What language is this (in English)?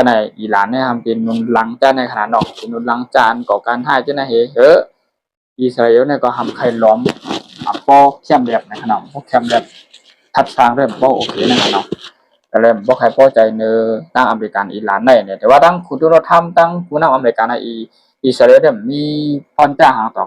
Shan